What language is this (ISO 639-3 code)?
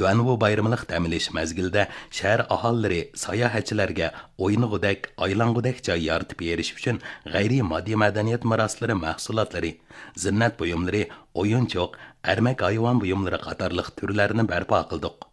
uig